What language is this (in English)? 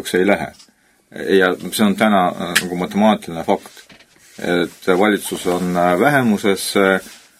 Estonian